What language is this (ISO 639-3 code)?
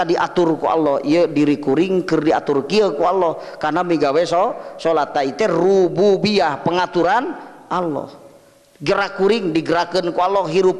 sun